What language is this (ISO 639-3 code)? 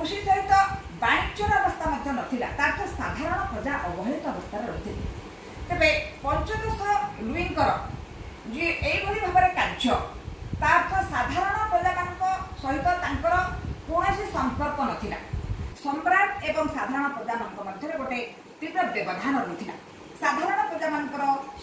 ori